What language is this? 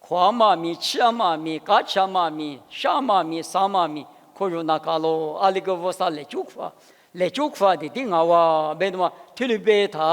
Lisu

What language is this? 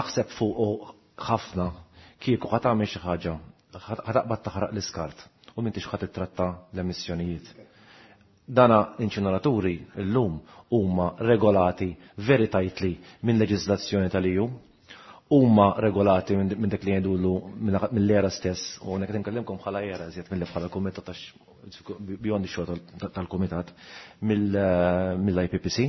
Maltese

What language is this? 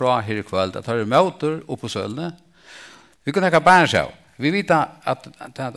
Faroese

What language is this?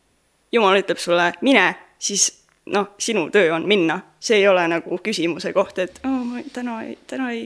Estonian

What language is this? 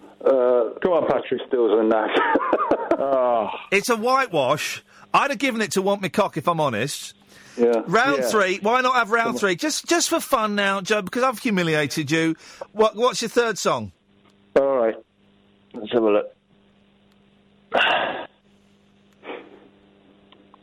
English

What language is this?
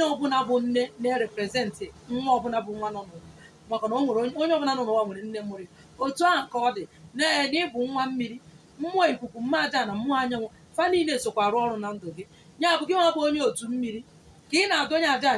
Igbo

